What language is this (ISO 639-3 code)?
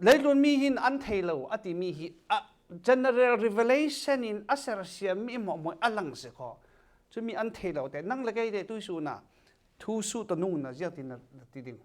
cfm